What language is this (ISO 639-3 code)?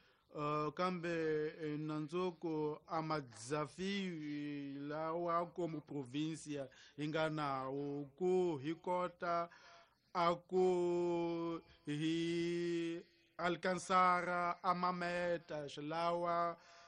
tso